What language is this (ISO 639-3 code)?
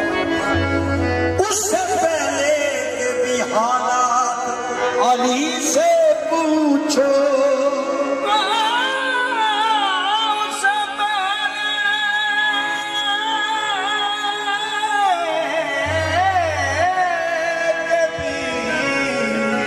hin